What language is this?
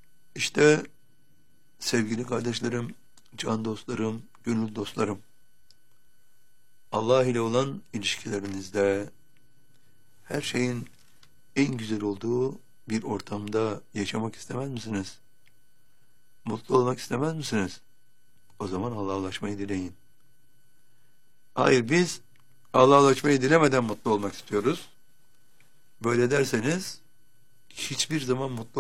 Turkish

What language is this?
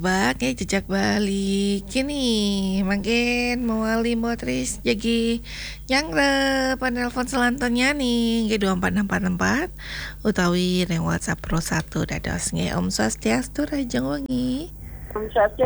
Balinese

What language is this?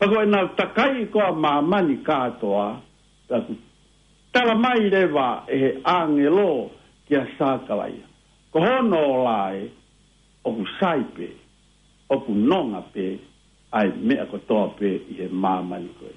Tongan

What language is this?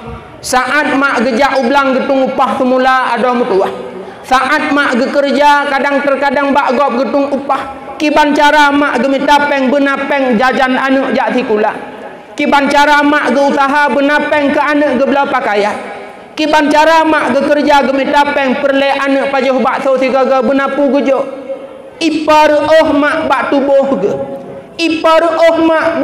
Achinese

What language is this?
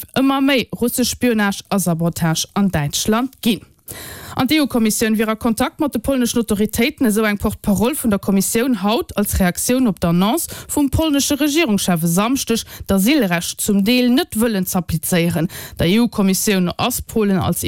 Luxembourgish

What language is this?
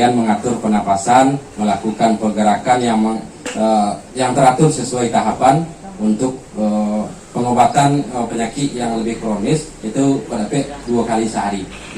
Minangkabau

